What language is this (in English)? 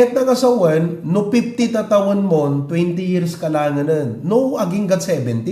Iloko